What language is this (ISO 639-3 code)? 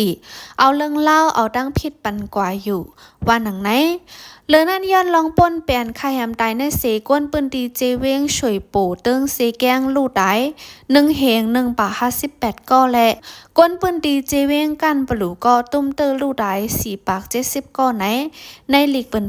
shn